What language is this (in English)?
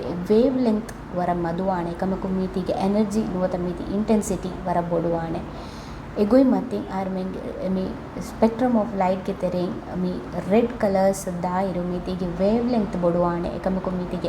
Divehi